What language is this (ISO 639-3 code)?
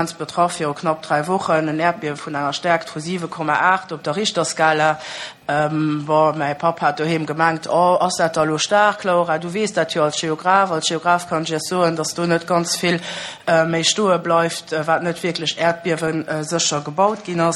ltz